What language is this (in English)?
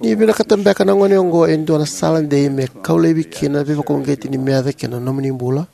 Fijian